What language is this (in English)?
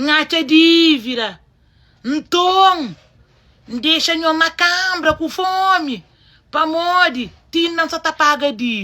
Kabuverdianu